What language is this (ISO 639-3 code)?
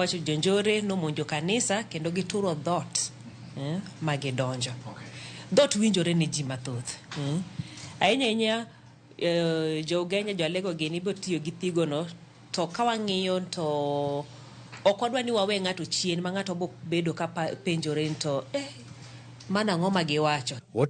luo